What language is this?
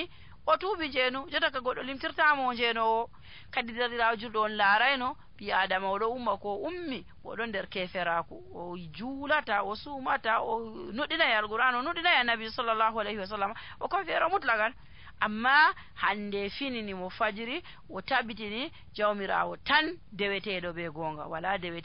Nigerian Fulfulde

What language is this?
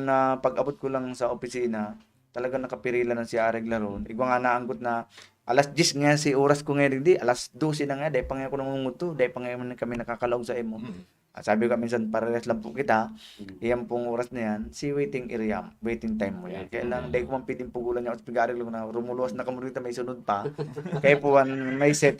Bikol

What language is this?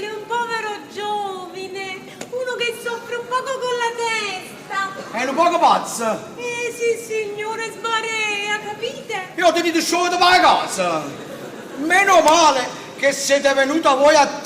Neapolitan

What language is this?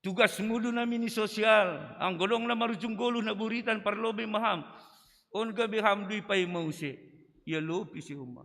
Batak Simalungun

